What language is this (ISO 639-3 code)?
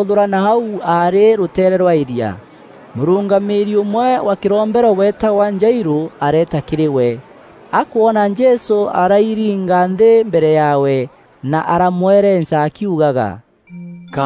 mer